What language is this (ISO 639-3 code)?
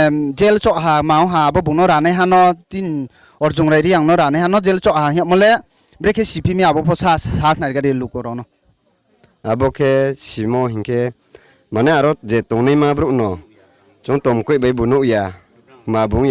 ria